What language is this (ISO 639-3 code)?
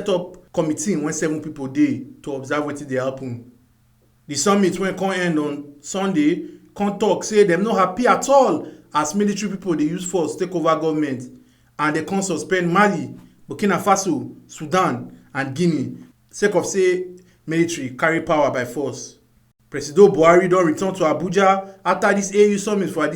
pcm